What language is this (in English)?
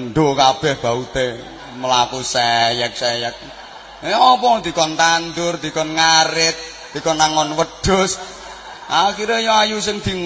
Javanese